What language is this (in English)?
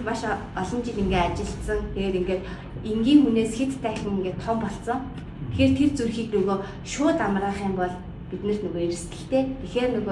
Mongolian